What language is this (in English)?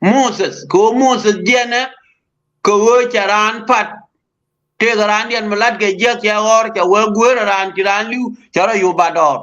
Nuer